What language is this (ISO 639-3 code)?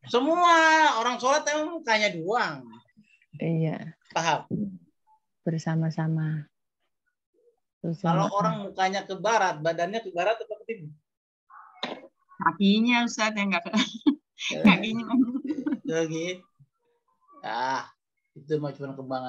ind